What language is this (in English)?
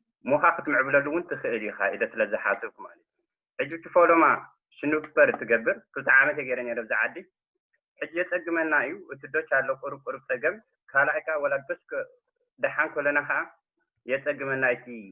Tigrinya